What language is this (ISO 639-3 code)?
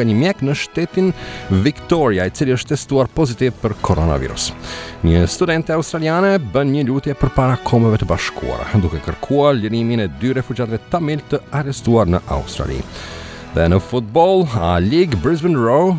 sqi